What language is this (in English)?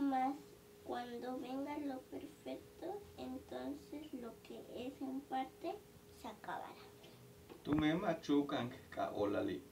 Yucateco